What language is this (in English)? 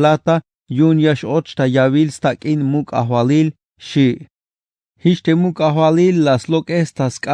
Tzeltal